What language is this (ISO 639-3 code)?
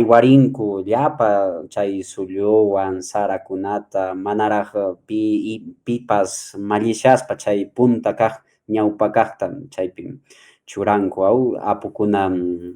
que